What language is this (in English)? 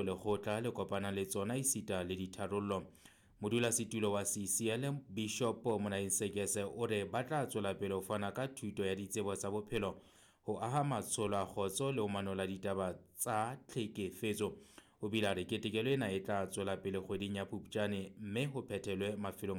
Southern Sotho